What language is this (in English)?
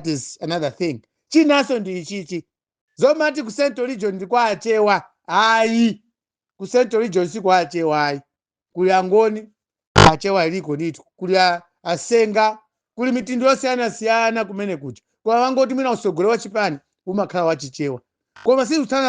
Nyanja